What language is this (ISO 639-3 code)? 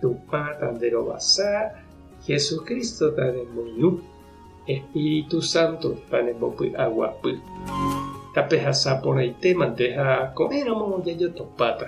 grn